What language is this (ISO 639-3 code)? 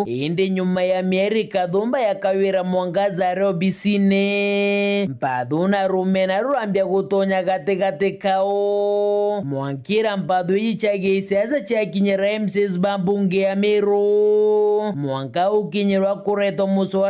mer